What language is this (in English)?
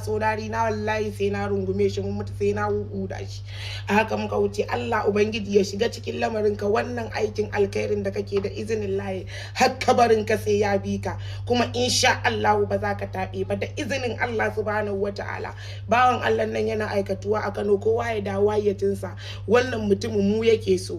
Hausa